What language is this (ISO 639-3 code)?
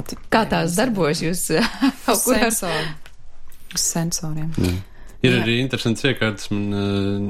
lav